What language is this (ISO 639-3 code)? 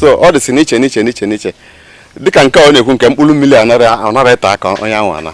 ibo